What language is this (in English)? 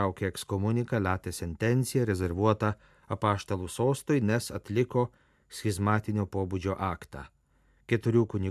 Lithuanian